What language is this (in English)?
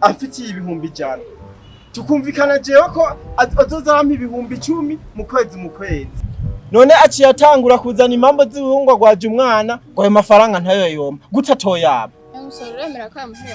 Rundi